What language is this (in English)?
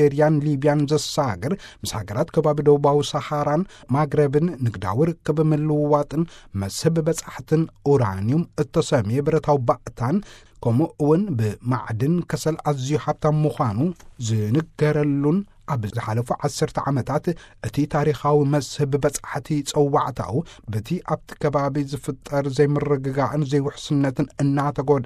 Tigrinya